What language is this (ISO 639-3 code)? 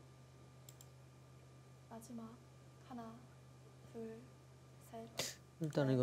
kor